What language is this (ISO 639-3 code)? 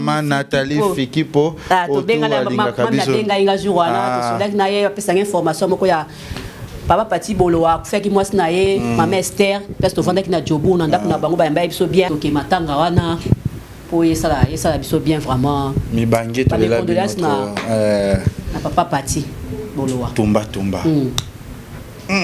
lin